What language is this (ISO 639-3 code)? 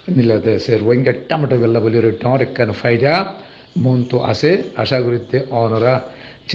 rhg